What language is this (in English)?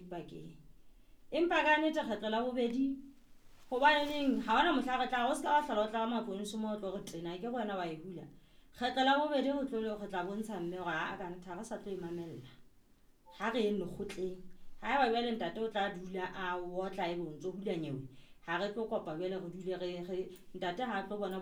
Southern Sotho